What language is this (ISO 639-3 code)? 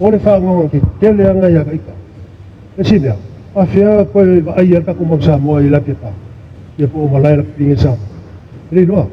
smo